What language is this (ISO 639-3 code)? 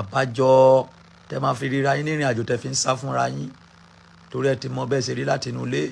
yor